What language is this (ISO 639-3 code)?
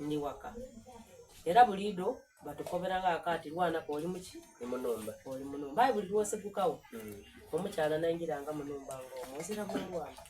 xog